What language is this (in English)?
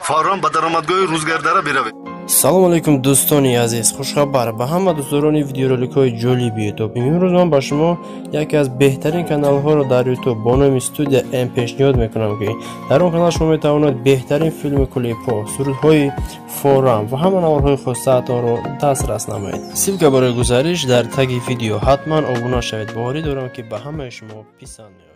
Tajik